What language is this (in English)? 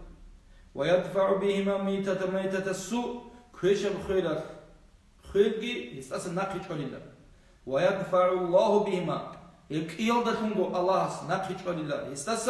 Avaric